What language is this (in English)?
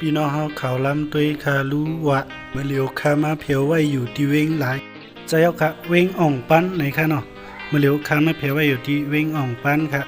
Shan